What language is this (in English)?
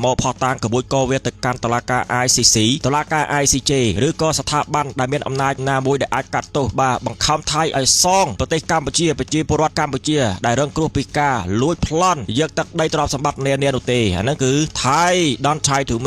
Khmer